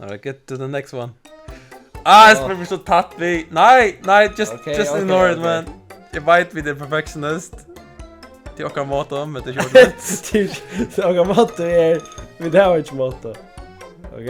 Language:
Faroese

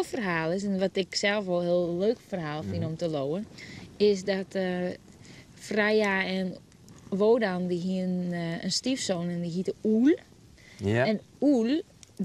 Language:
Western Frisian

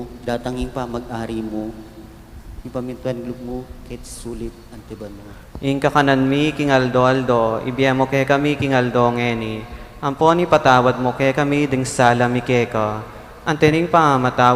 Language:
Pampanga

